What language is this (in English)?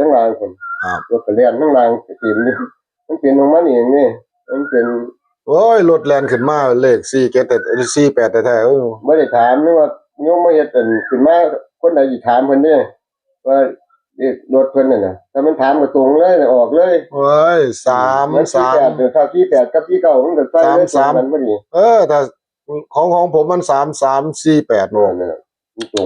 Northeastern Thai